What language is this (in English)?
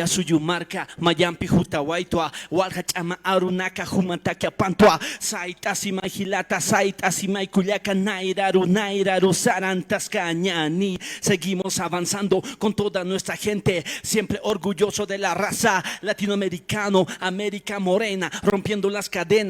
Aymara